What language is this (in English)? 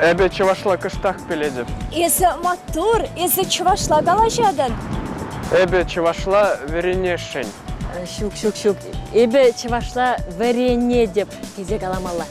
Chuvash